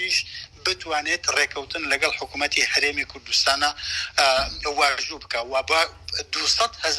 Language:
Central Kurdish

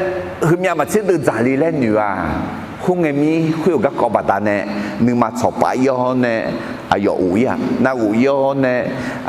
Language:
Akha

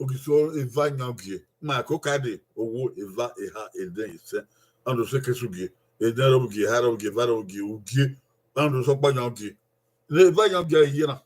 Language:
Bini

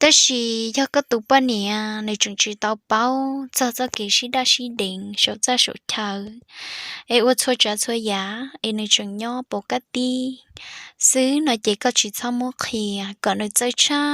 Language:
Hmong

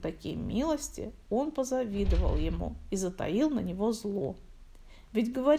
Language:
Russian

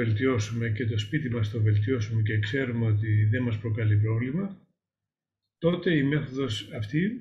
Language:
Greek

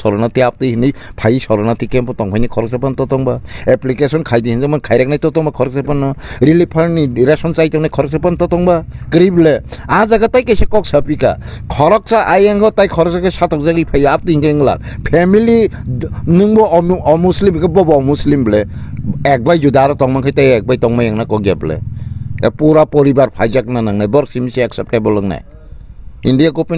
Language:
Kok Borok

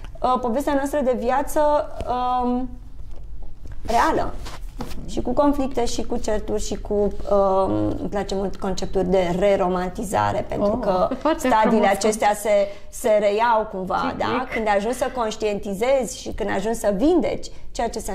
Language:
Romanian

